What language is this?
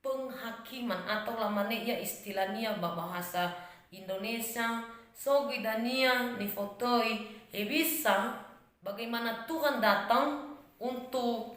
Nias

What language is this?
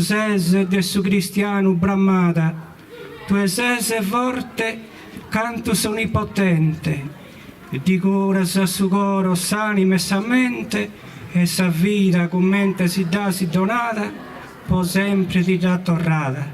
Sardinian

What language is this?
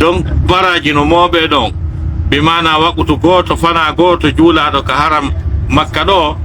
Pular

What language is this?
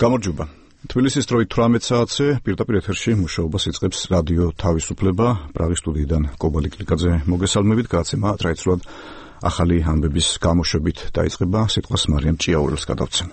Georgian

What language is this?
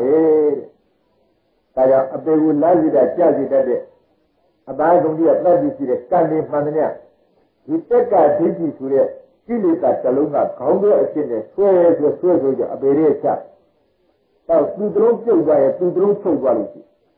Burmese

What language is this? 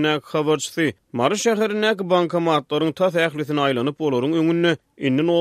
Turkmen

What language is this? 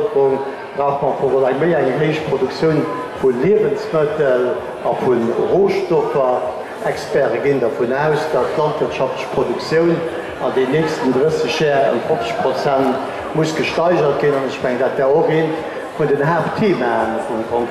Luxembourgish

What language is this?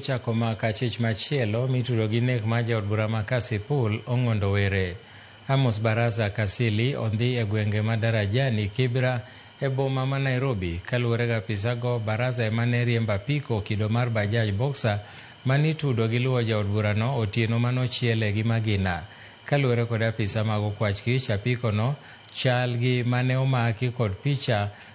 Luo (Kenya and Tanzania)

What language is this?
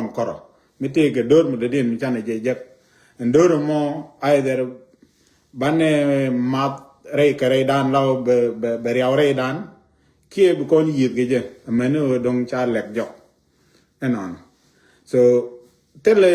Nuer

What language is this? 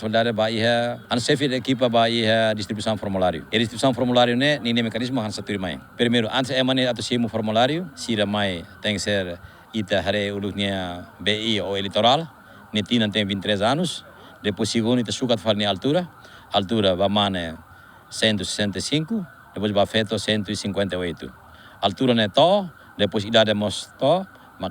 Tetum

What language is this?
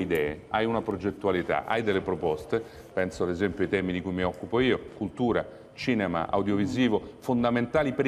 Italian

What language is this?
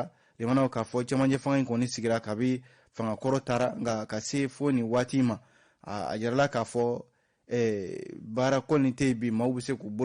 Bambara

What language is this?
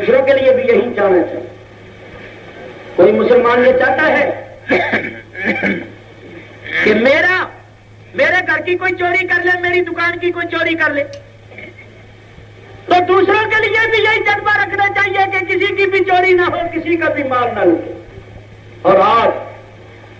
Urdu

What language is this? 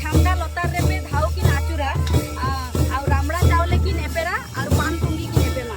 Santali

